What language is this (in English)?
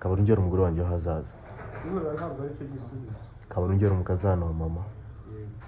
Kinyarwanda